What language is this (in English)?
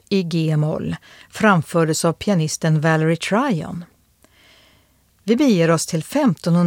Swedish